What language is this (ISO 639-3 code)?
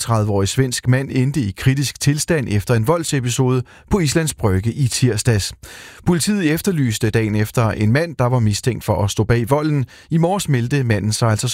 dan